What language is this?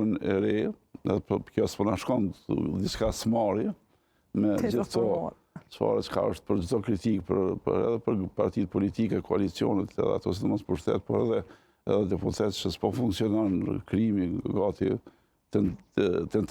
Albanian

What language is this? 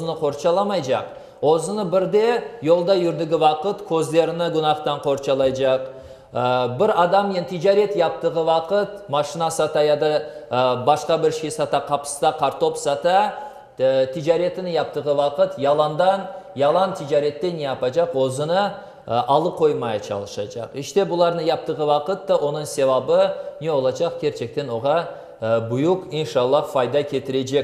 Crimean Tatar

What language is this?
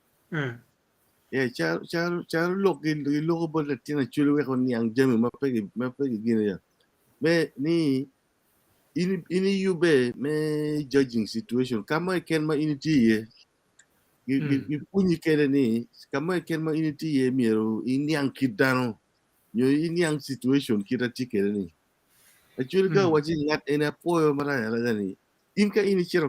Acoli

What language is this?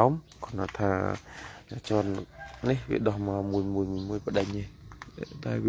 Khmer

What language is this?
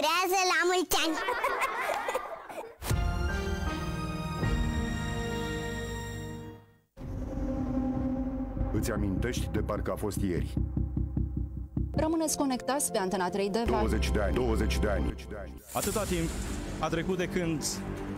Romanian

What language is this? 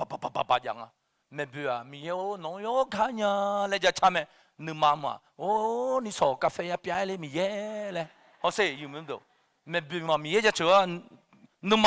Akha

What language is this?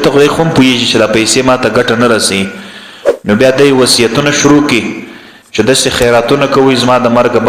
Pashto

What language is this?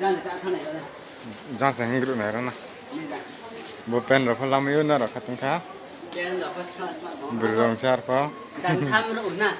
Riang (India)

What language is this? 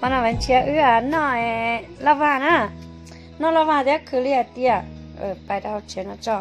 Hmong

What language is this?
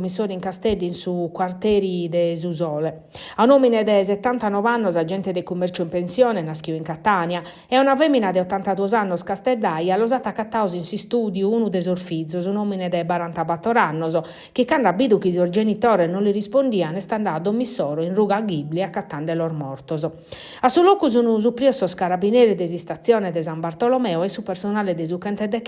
Sardinian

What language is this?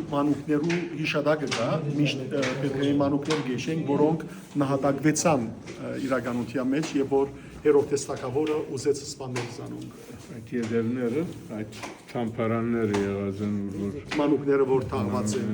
Western Armenian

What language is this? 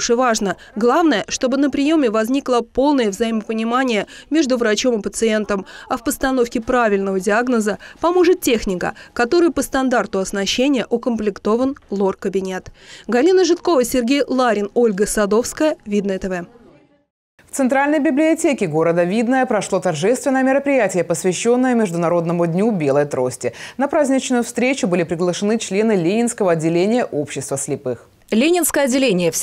Russian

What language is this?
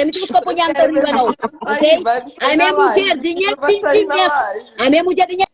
Kabuverdianu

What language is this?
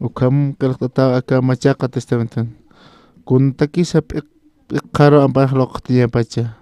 Aymara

